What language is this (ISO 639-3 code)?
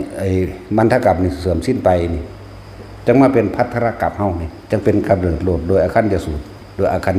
tts